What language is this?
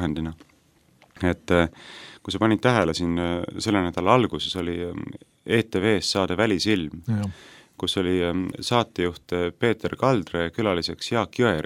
Estonian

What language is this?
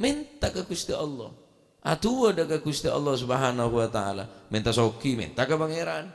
Madurese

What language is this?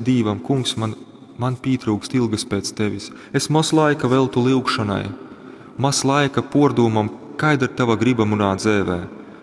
Latgalian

